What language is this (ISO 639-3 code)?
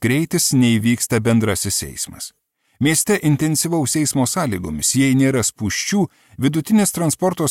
lit